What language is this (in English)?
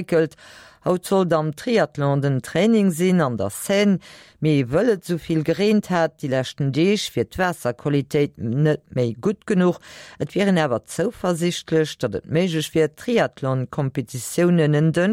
Luxembourgish